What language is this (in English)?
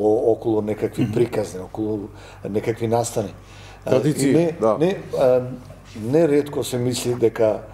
Macedonian